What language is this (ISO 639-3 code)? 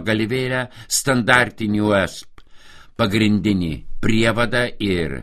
lit